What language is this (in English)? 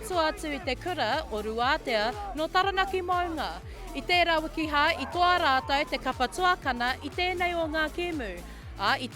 Māori